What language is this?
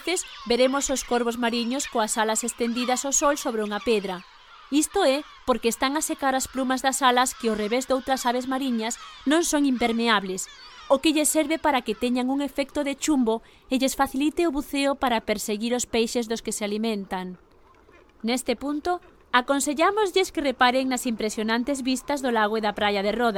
Galician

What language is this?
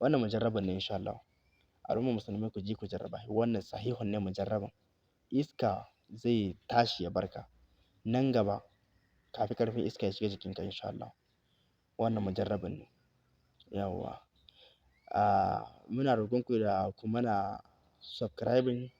Hausa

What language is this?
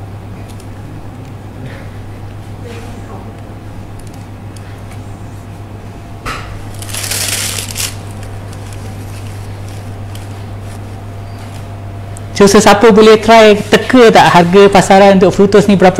Malay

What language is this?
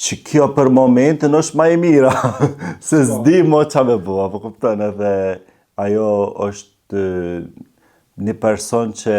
Albanian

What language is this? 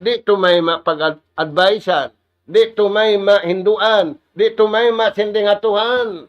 Tausug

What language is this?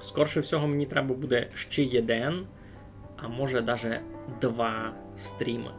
Rusyn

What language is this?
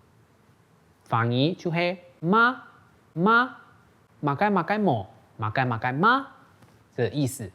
Hakka Chinese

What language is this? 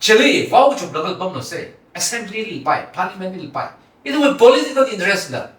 Tangkhul Naga (India)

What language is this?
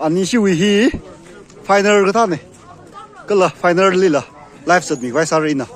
Tangkhul Naga (India)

